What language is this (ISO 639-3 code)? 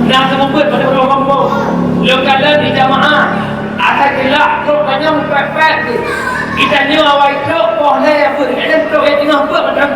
ace